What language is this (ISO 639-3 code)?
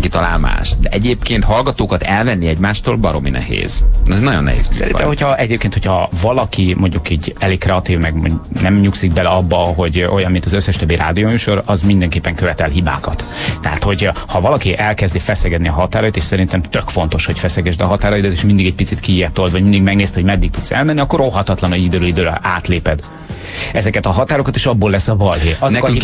hun